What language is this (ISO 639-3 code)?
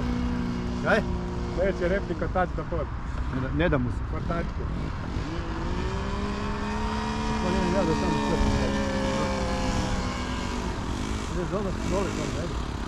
hrv